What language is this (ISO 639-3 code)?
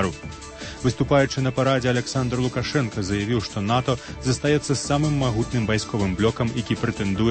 bel